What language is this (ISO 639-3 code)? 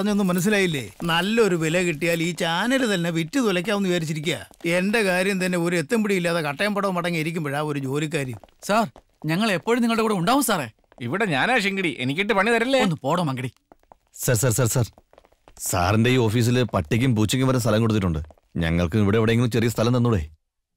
mal